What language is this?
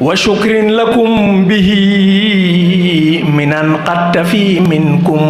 Wolof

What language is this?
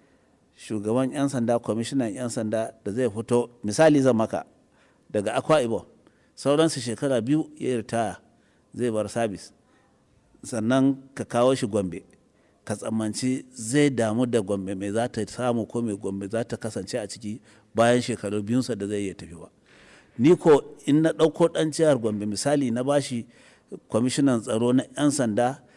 Hausa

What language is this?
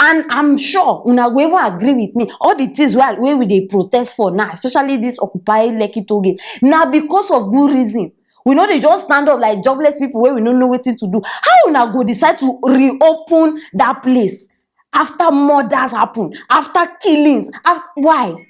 Nigerian Pidgin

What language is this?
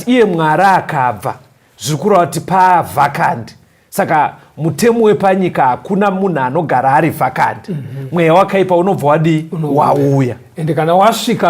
Shona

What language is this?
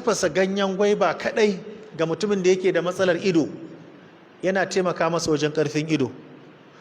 Hausa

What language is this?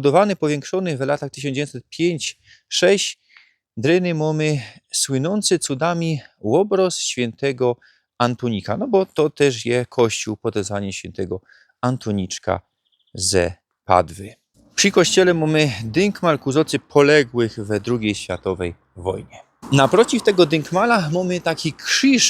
Silesian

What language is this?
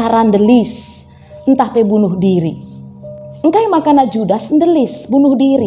Batak Karo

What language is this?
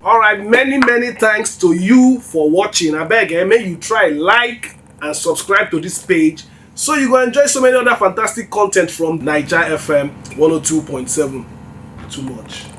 Nigerian Pidgin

